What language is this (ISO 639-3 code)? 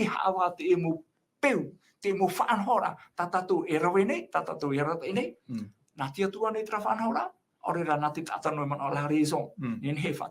tah